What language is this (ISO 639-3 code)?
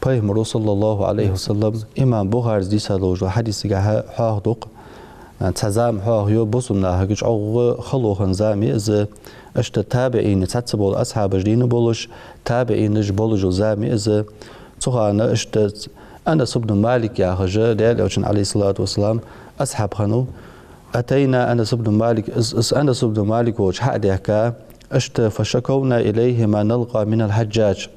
inh